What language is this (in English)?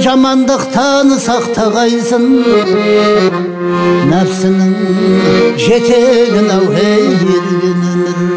Kazakh